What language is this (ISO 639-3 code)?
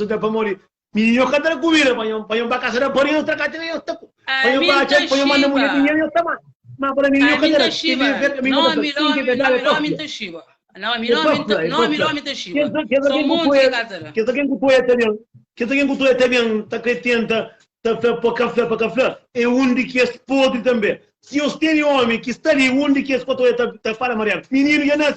kea